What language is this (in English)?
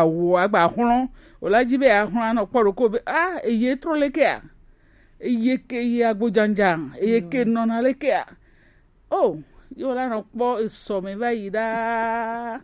Gen